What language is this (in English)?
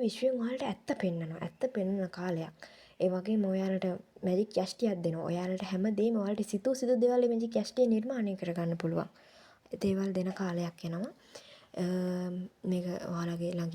Sinhala